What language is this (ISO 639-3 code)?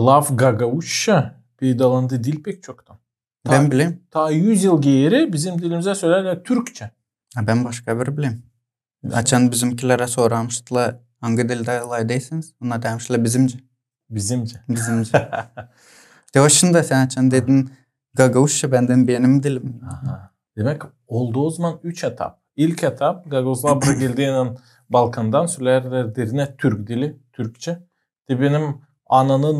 gag